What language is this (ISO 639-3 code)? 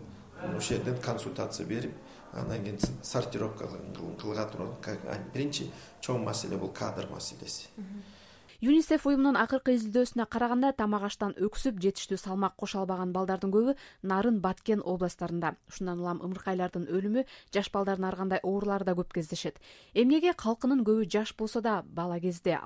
kir